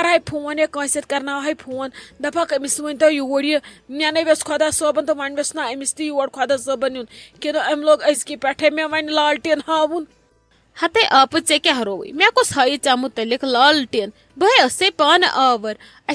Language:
Kashmiri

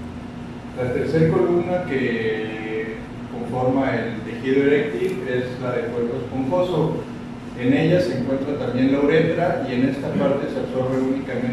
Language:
Spanish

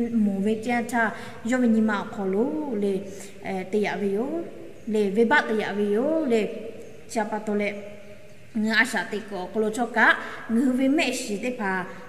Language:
Lahu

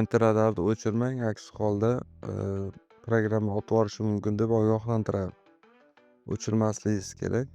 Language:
Uzbek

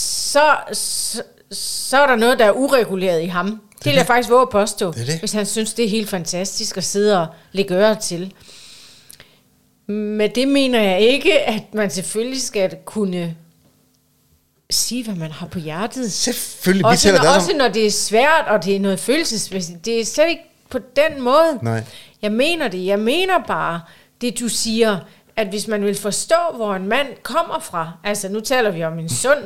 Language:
Danish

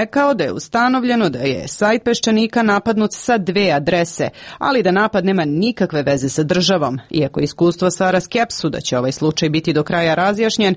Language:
Serbian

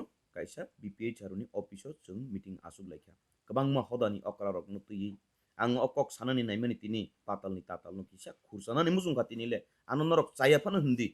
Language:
Kok Borok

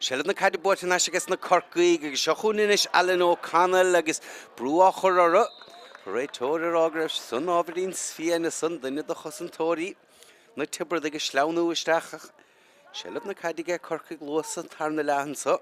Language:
Irish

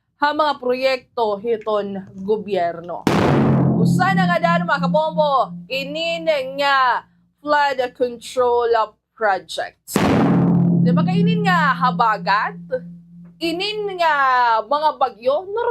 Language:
Waray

